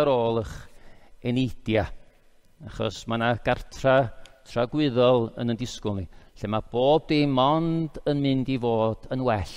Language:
Welsh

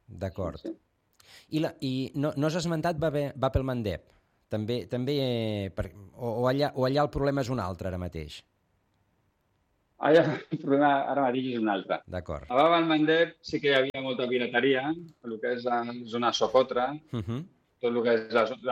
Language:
Catalan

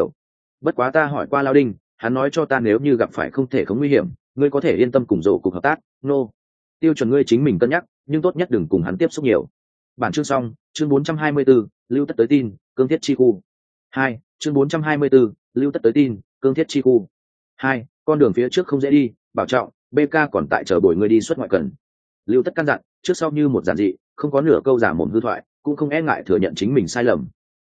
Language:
Vietnamese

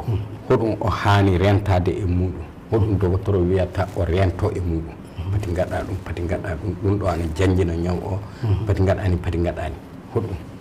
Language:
Fula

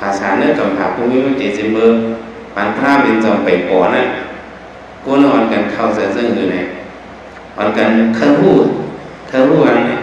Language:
Shan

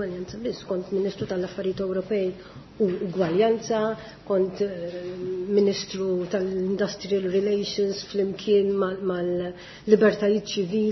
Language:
Maltese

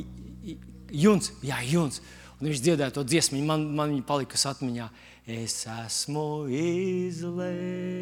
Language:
Latvian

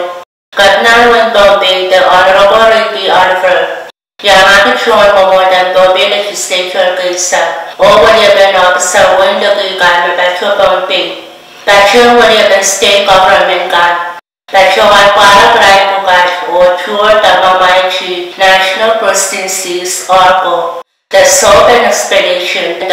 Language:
Pohnpeian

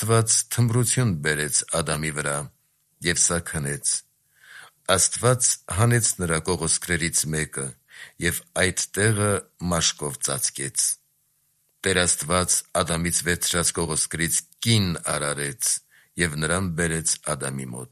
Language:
Armenian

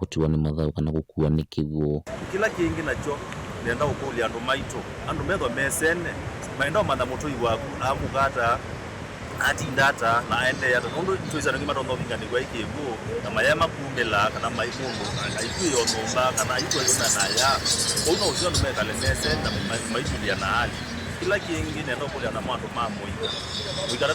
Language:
Kamba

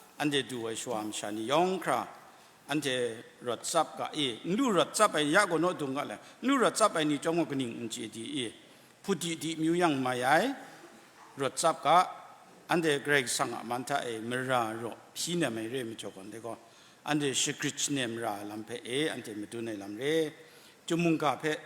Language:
Kachin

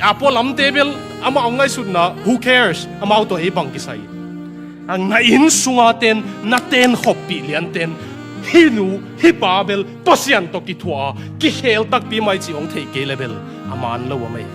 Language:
Tedim Chin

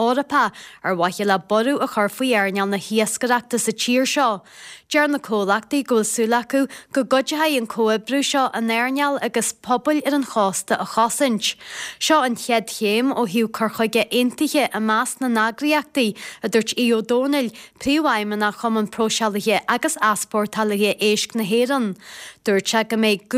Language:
Irish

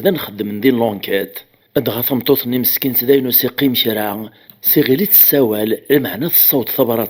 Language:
Kabyle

